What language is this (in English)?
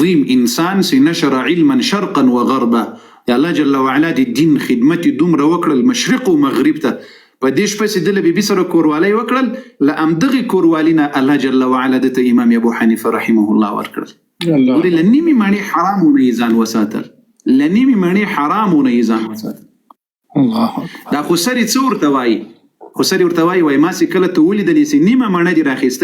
Pashto